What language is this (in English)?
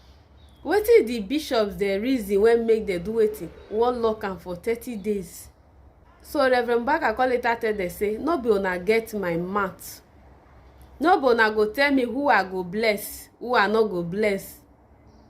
Nigerian Pidgin